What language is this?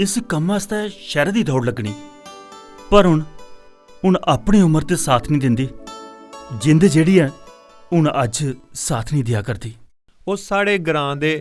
Dogri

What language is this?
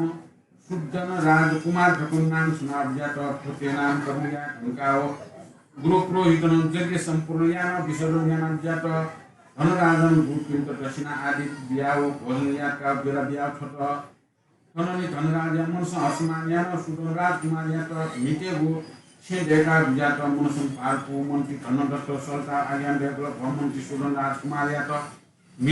Newari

